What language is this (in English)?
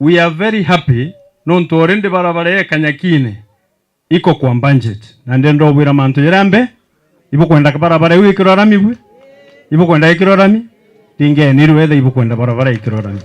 Meru